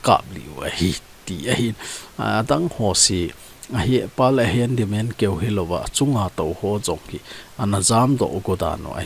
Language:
Thado Chin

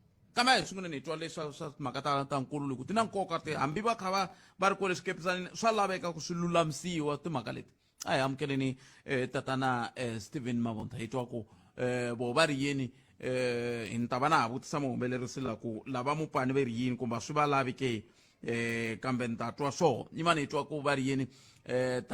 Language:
Tsonga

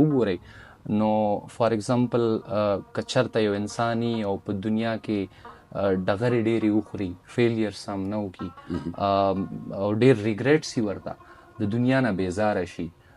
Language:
Pashto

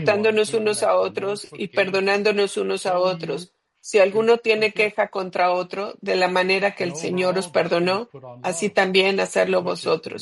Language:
Spanish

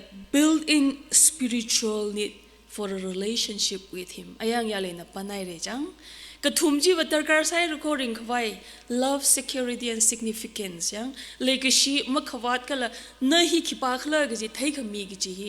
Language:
Tangkhul Naga (India)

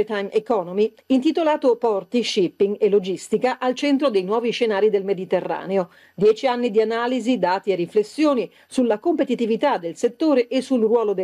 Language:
Italian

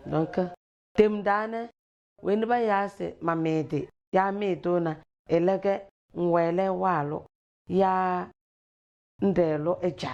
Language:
Tem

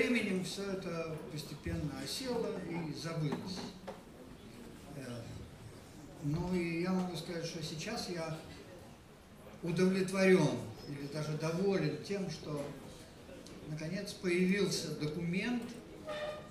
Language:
Russian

